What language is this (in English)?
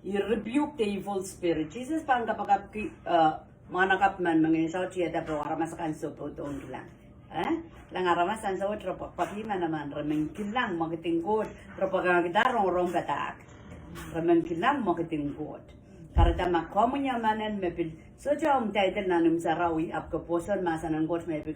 Pohnpeian